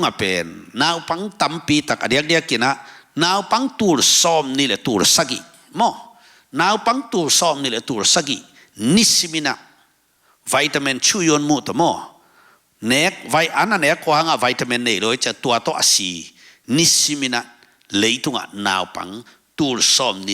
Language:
Tedim Chin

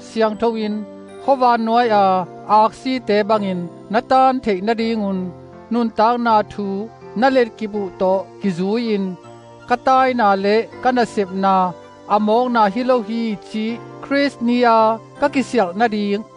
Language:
Tedim Chin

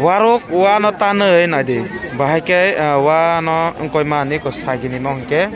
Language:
Kok Borok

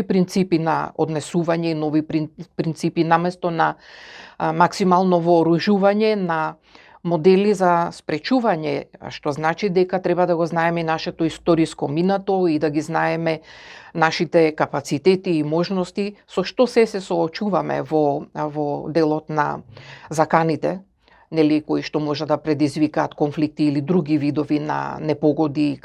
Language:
Macedonian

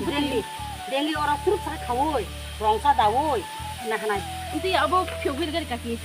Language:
Kok Borok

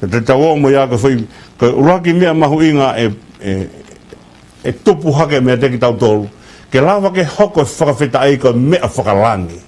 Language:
Tongan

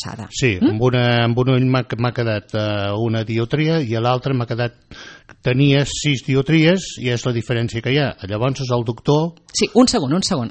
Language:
Catalan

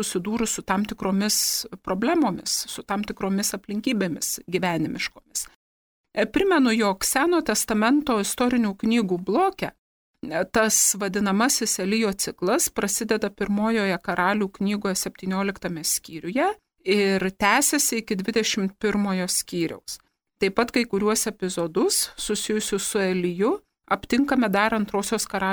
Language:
Lithuanian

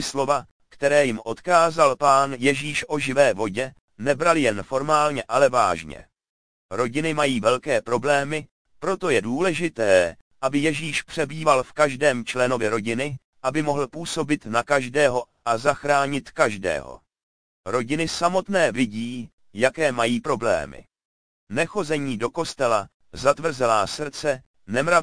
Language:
Czech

